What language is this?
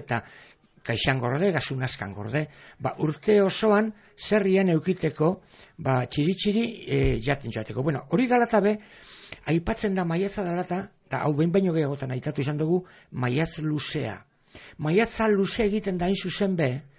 Basque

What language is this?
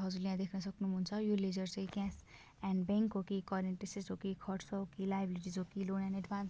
Nepali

